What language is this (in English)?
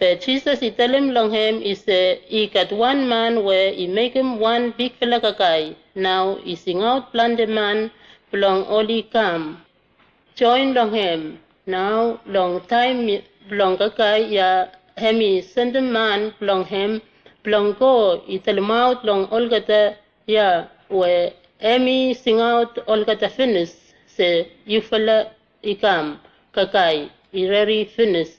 Bislama